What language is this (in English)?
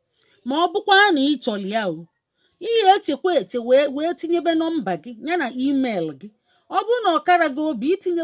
Igbo